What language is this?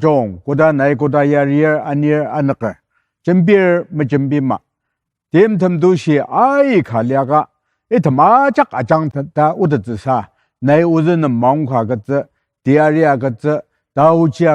Ao Naga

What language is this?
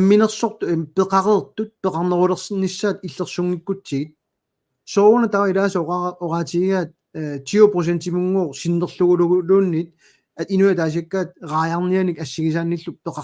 Kalaallisut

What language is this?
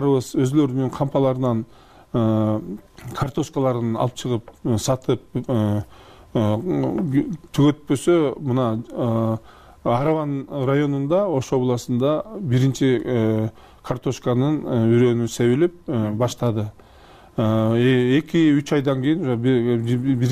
Kyrgyz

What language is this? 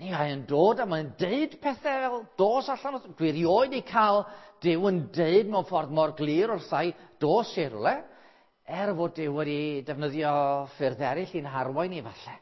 Welsh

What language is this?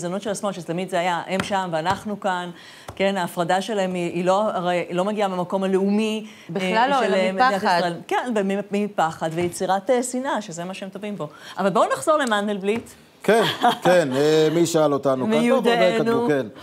Hebrew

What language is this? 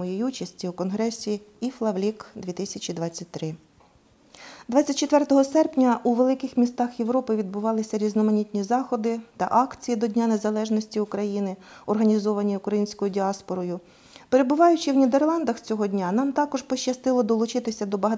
Ukrainian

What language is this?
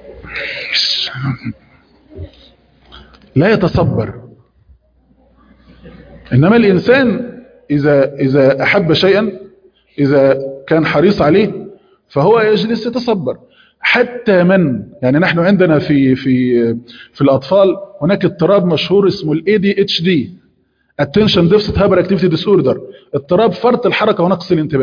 Arabic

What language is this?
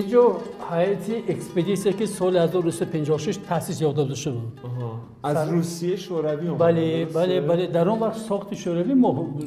Persian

